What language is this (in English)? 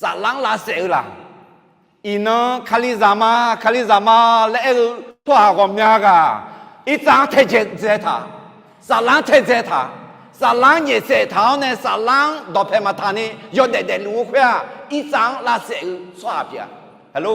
Akha